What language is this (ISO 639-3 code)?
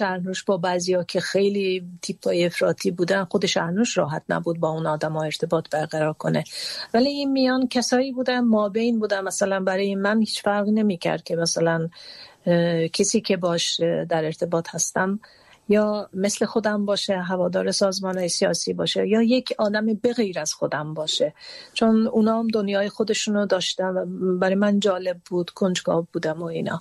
fas